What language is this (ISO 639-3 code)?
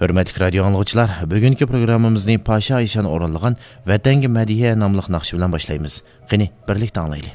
uig